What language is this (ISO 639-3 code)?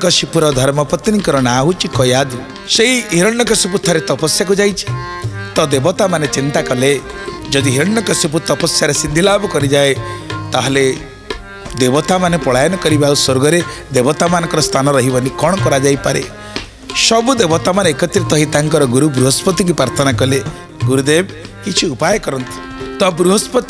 ori